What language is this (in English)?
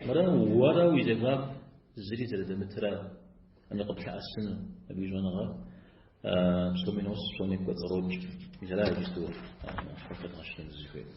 Kabardian